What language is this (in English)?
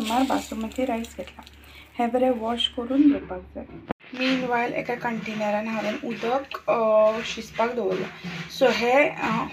Konkani